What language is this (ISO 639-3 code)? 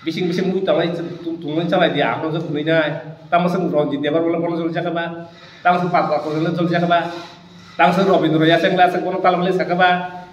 trp